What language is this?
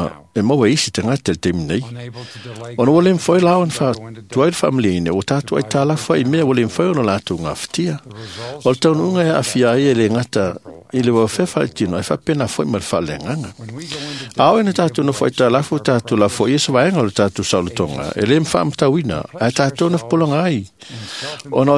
Samoan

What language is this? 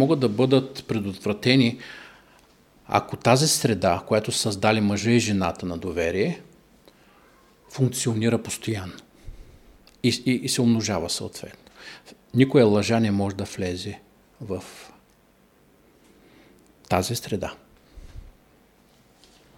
Bulgarian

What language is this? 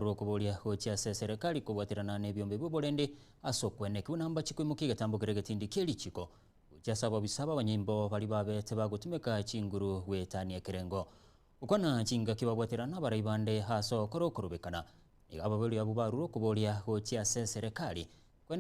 Gusii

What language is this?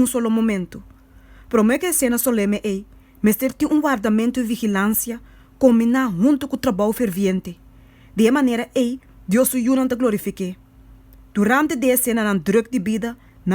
Papiamento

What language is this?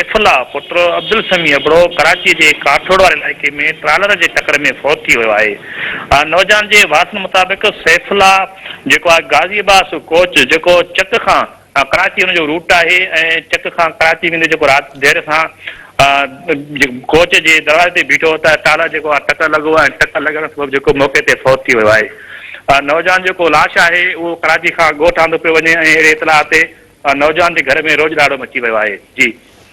Sindhi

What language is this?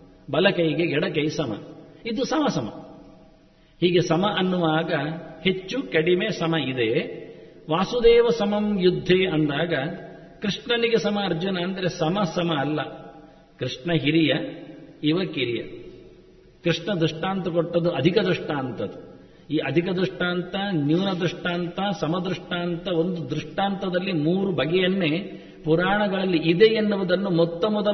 Kannada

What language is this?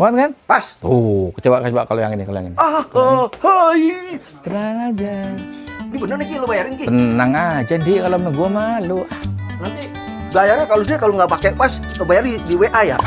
Betawi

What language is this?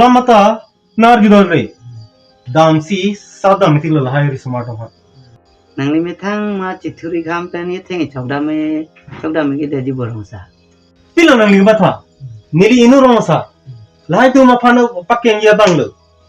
Karbi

